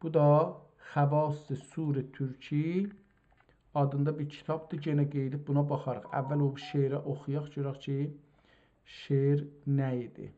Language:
South Azerbaijani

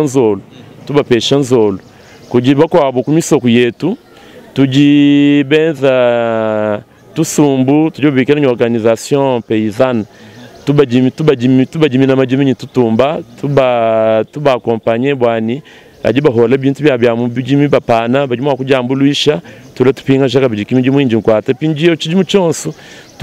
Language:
Luba-Lulua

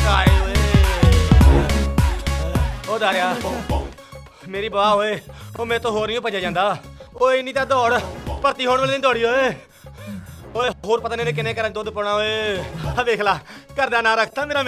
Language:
Punjabi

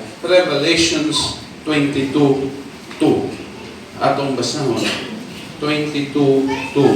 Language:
Cebuano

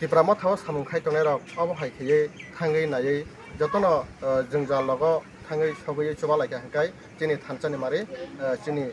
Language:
Kok Borok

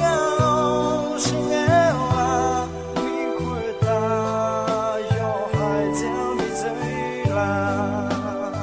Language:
Akha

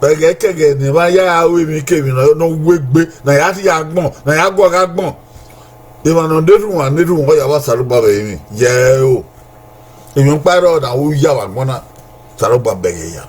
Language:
Bini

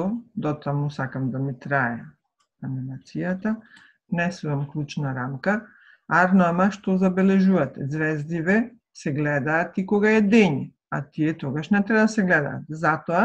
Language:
Macedonian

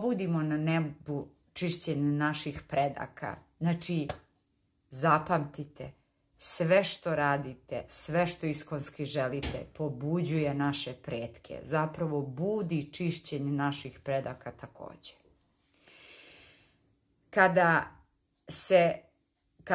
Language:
Croatian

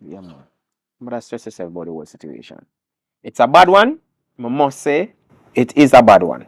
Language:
Jamaican Creole English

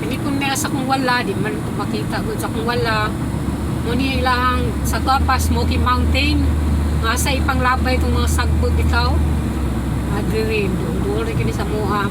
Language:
Cebuano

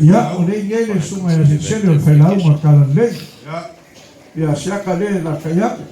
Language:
Samoan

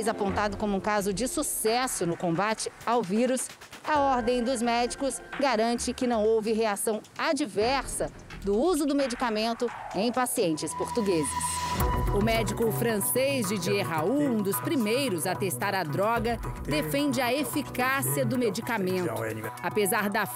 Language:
Portuguese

